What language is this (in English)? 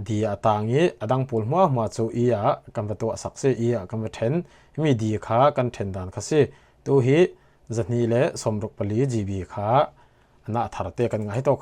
Falam Chin